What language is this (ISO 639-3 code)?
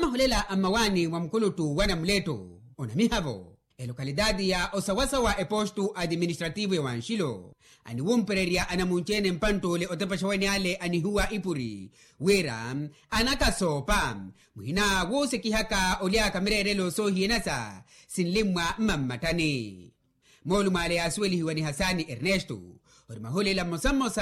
vmw